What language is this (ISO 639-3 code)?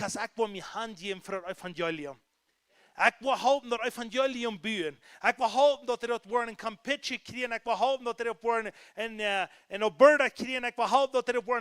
pdt